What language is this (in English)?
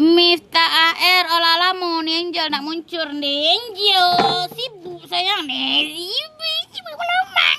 Minangkabau